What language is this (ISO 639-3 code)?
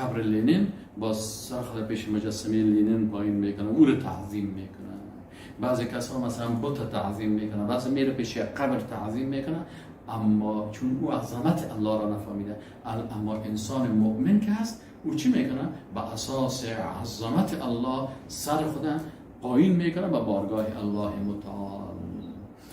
fas